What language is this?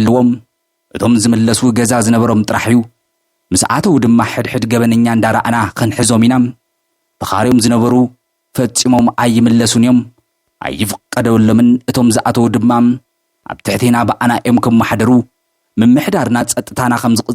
Tigrinya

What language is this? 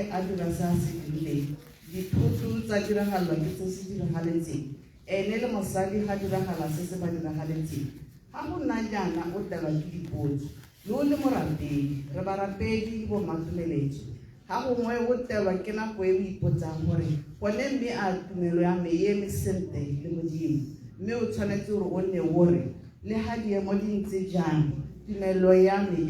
Tswana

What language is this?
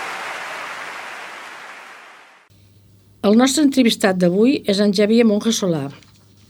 Catalan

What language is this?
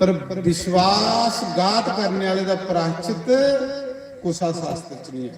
Dogri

